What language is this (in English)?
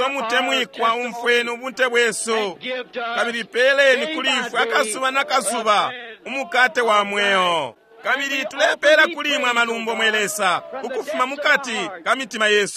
Bemba